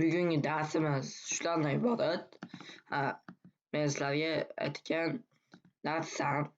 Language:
Uzbek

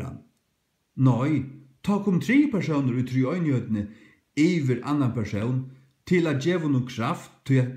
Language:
Faroese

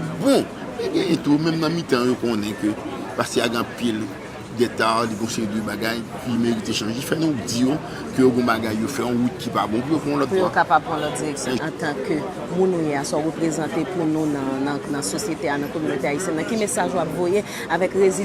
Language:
Haitian Creole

